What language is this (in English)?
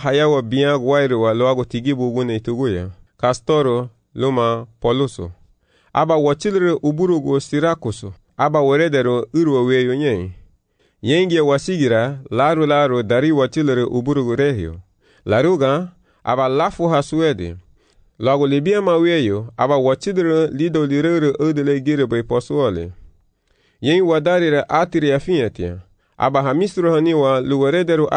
Garifuna